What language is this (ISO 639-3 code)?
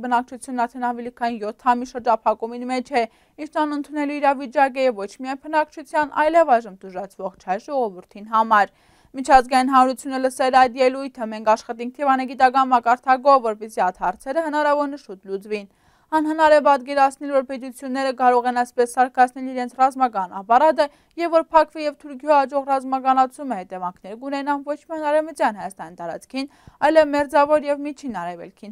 hye